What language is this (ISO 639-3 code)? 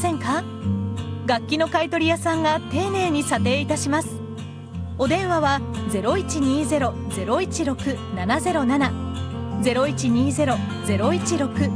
jpn